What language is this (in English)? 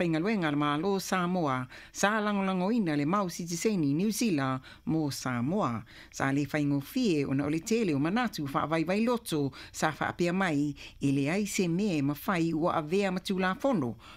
Samoan